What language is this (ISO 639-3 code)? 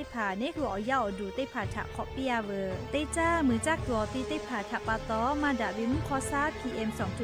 lhu